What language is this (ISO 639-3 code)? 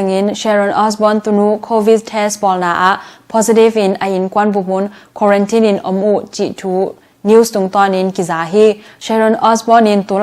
ctd